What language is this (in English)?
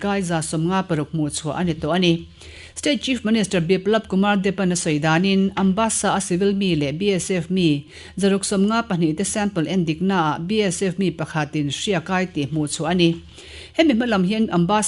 Mizo